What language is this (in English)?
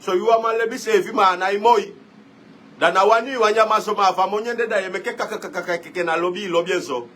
Sranan Tongo